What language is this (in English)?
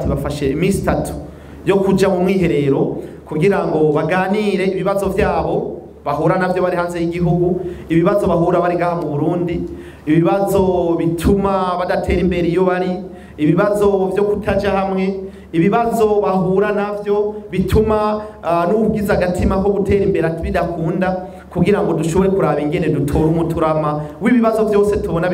Rundi